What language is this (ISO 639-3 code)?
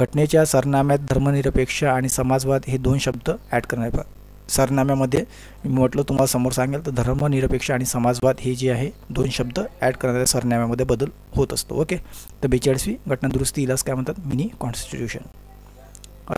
mar